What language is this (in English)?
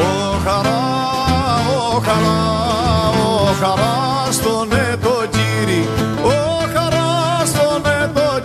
Greek